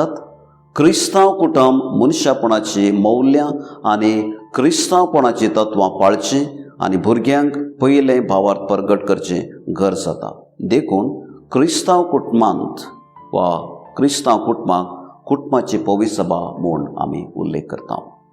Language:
Konkani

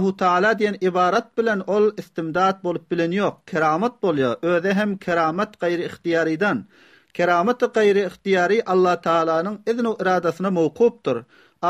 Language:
Turkmen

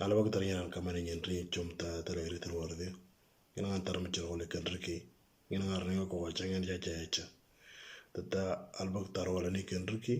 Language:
Moro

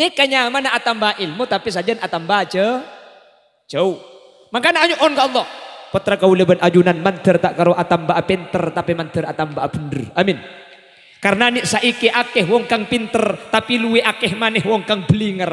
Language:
Madurese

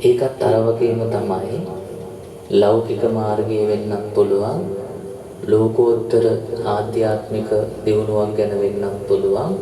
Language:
Sinhala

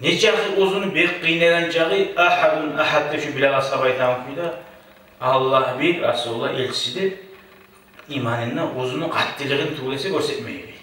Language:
Kumyk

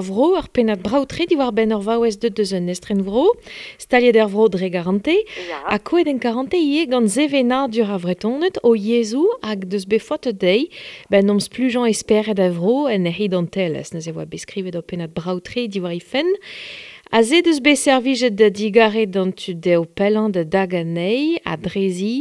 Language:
Breton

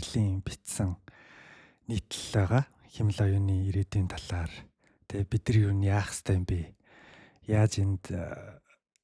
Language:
Mongolian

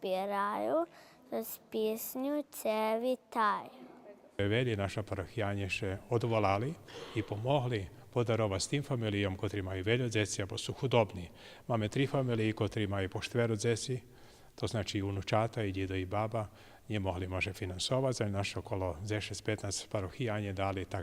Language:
Rusyn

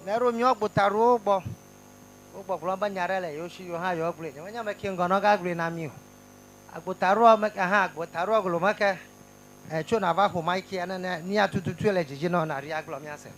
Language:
Ewe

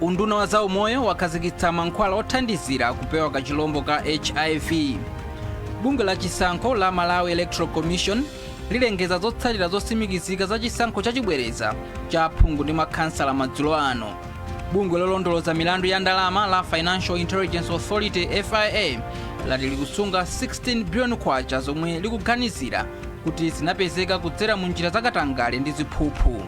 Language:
Nyanja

